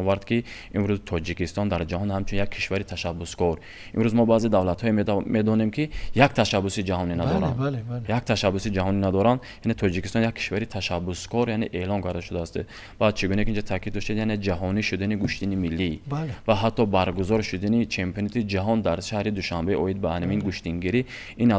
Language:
Tajik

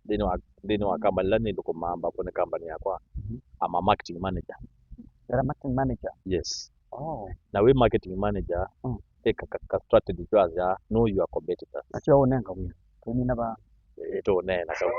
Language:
Kamba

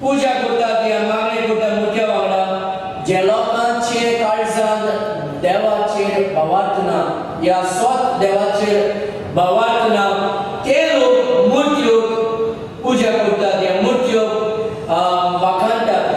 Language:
Konkani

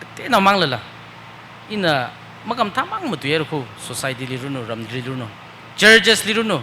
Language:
Tangkhul Naga (India)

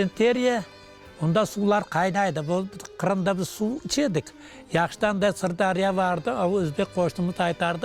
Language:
Crimean Tatar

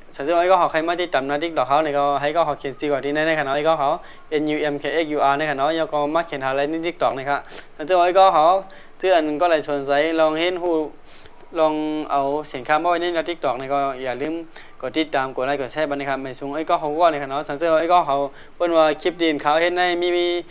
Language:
Shan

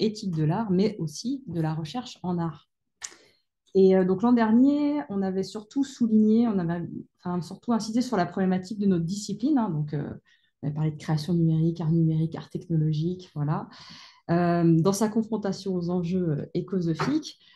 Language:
French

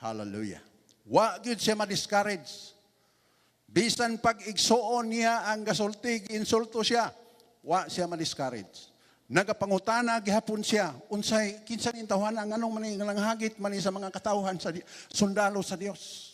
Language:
Cebuano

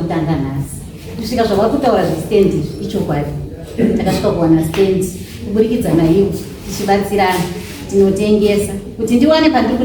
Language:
Shona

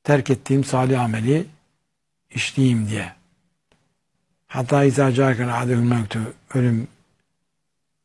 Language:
Turkish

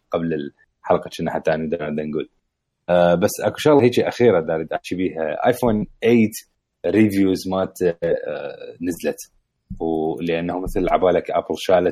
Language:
Mesopotamian Arabic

